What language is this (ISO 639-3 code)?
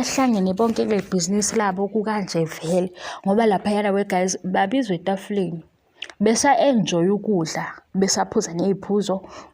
zul